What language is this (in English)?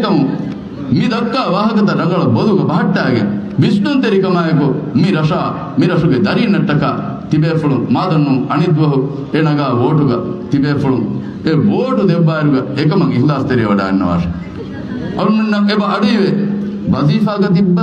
Divehi